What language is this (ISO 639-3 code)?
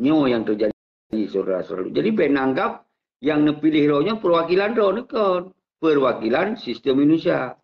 ace